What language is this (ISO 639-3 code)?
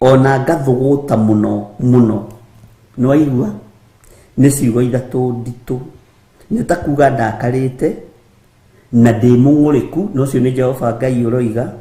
kik